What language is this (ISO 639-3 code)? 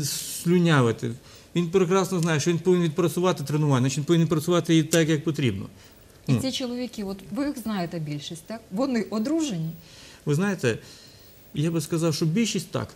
ukr